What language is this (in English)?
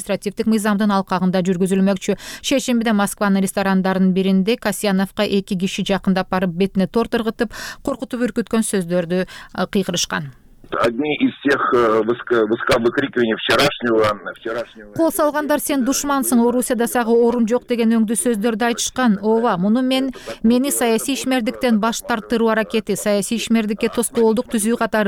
Kyrgyz